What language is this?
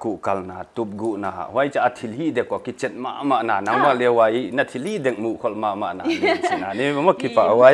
Paite Chin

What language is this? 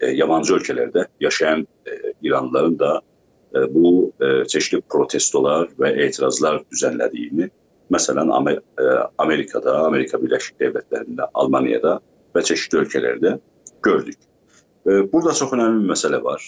South Azerbaijani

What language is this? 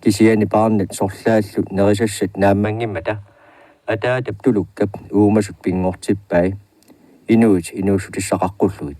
Kalaallisut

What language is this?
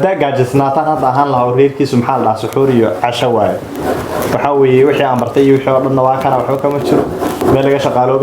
Somali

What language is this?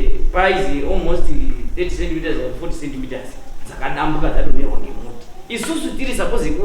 Shona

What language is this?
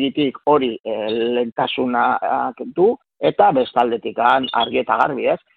Basque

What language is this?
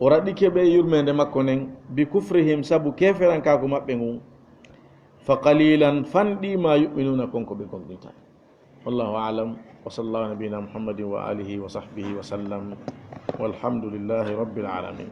Fula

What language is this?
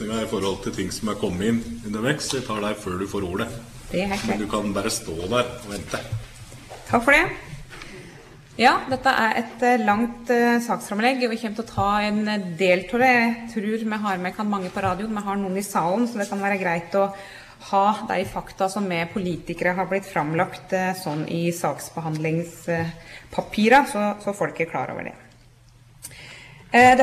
Norwegian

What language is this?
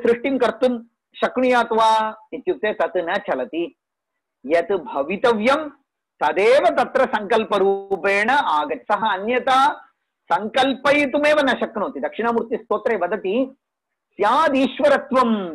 Sanskrit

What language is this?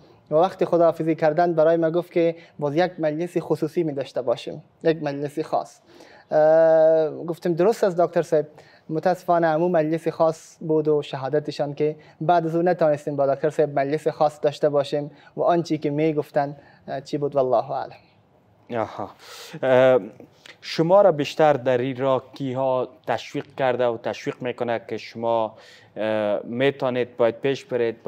Persian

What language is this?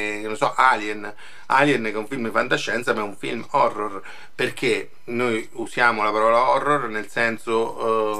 Italian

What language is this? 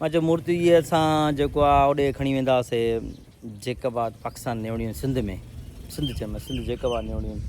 Sindhi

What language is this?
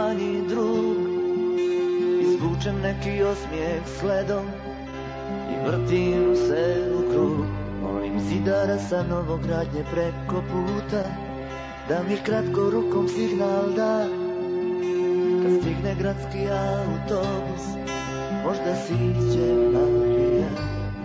Serbian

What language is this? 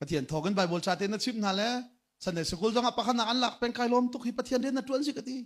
Hakha Chin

